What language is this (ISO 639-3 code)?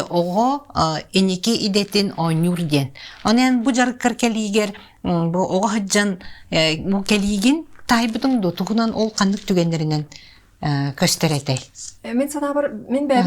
sah